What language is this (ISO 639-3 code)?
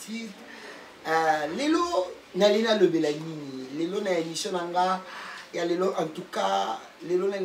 lin